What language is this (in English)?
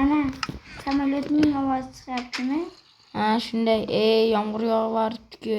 Uzbek